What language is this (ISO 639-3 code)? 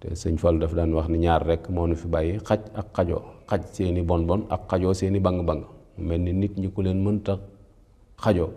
wol